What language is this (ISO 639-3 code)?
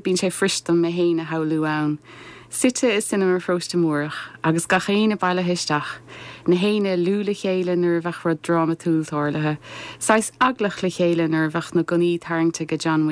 gle